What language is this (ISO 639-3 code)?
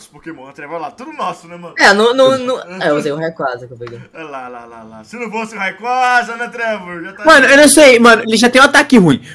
por